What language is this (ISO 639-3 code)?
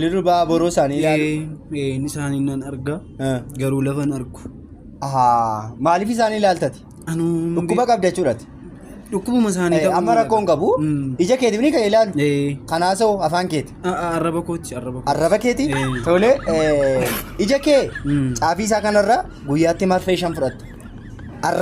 orm